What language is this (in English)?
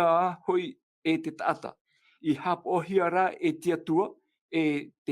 Tahitian